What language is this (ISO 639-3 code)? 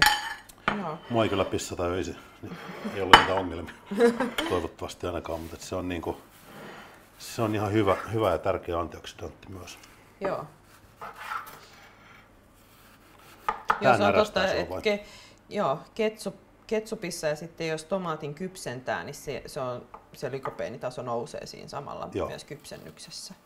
fin